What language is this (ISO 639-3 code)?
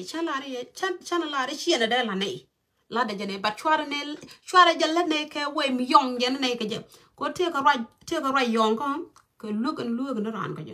nus